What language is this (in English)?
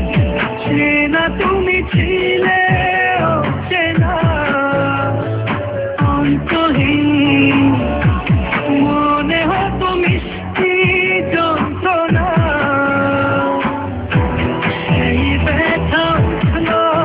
Bangla